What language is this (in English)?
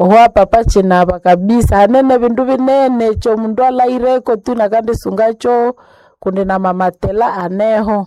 Nande